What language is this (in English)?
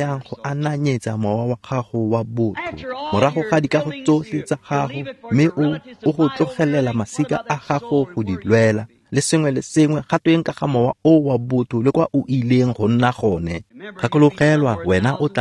Tswana